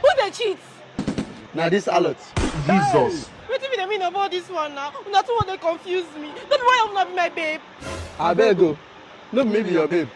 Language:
Nigerian Pidgin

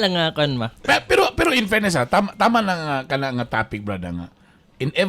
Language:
Cebuano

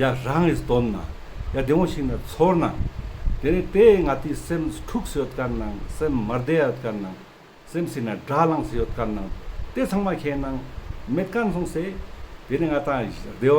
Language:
Ladakhi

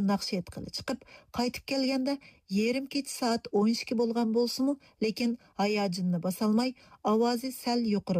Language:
Uyghur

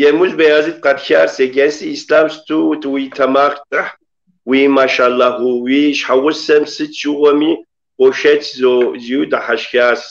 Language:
Kabardian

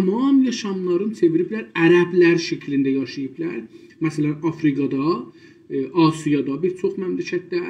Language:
South Azerbaijani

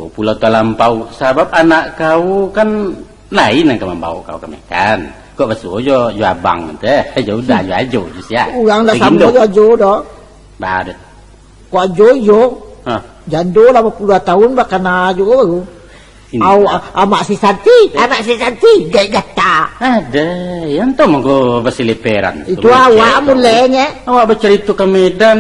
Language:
Minangkabau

